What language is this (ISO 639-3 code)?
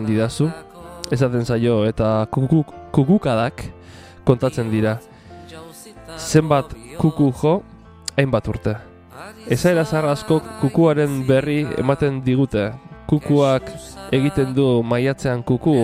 eus